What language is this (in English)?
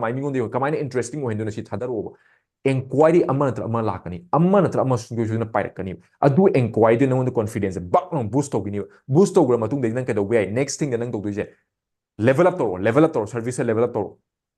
Manipuri